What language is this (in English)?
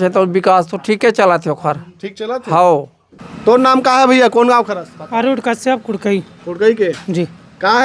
Chhattisgarhi